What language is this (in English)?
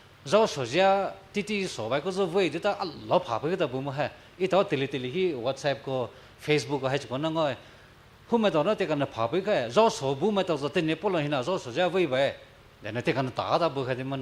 Poumei Naga